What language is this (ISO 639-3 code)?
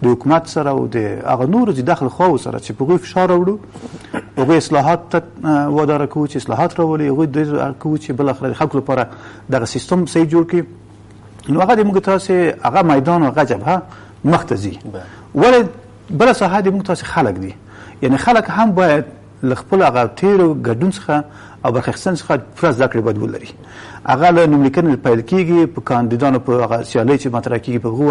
pus